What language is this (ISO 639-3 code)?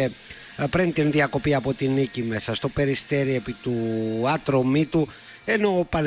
ell